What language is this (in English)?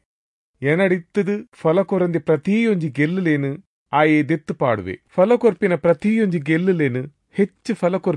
Tulu